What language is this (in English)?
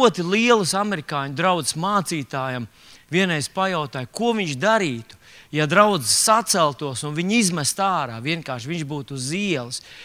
Latvian